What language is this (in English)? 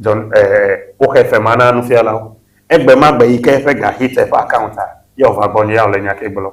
Ewe